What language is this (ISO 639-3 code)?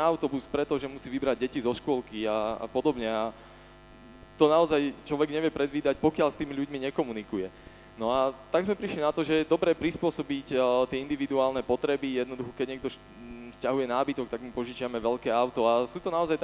slk